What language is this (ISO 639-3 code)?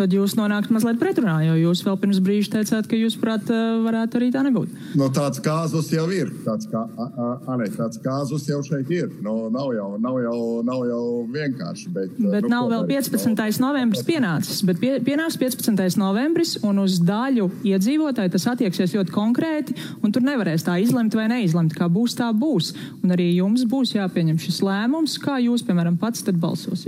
lav